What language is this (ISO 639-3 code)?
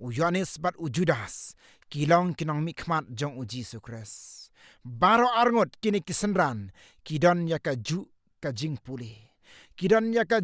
kha